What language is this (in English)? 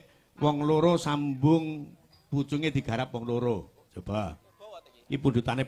Javanese